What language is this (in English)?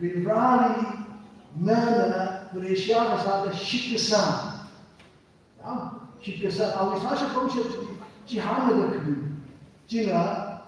Tangkhul Naga (India)